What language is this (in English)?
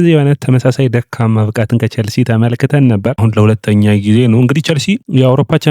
Amharic